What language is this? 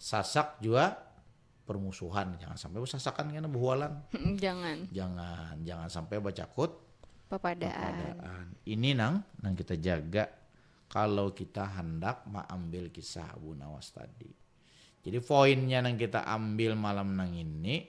Banjar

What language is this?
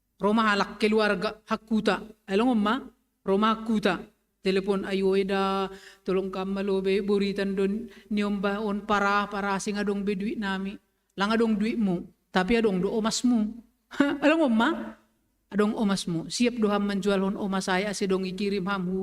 Batak Simalungun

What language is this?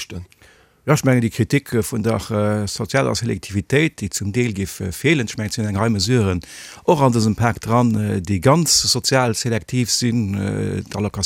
Luxembourgish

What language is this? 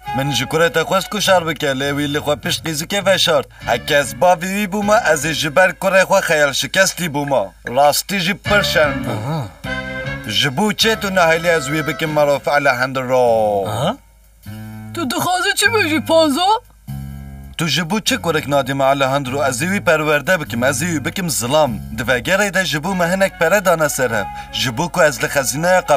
Kurdish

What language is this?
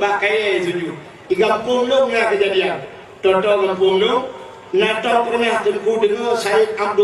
Achinese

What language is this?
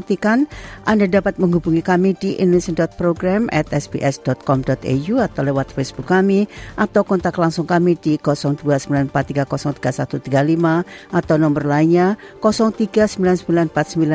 Indonesian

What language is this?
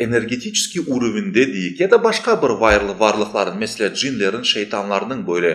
Crimean Tatar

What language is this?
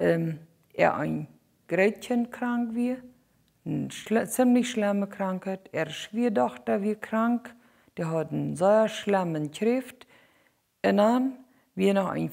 Plautdietsch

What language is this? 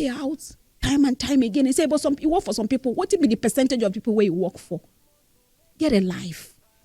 Nigerian Pidgin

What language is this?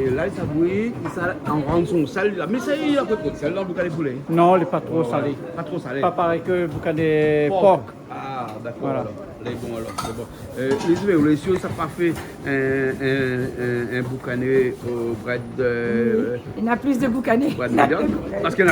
Réunion Creole French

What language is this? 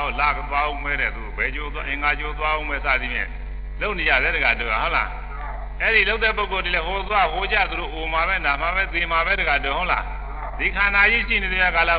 Burmese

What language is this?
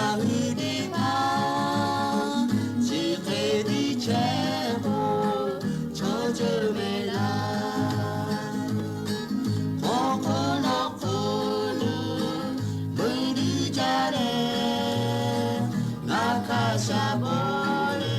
Lahu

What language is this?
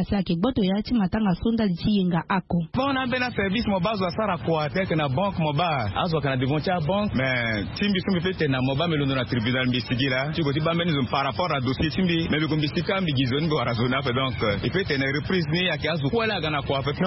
Sango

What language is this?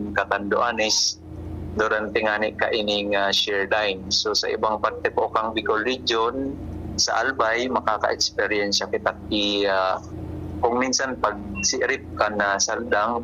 Bikol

